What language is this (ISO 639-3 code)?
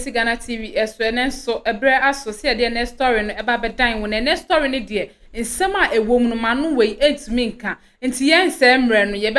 aka